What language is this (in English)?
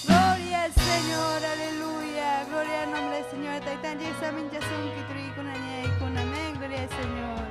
Ayacucho Quechua